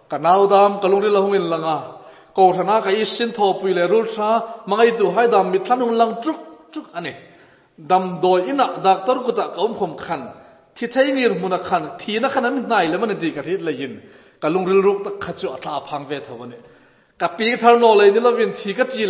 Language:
Hmar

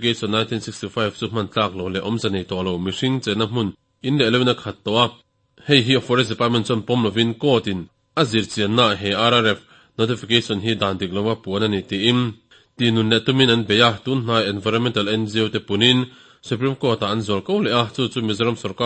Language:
Mizo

